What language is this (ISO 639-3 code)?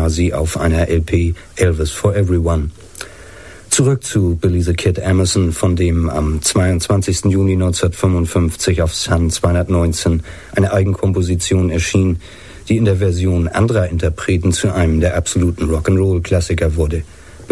deu